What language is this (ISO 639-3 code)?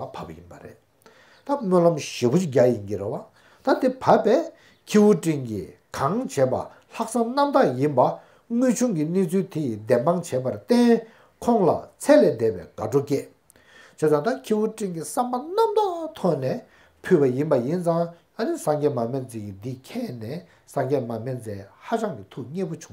bod